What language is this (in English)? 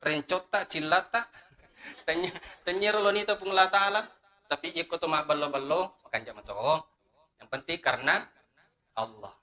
Buginese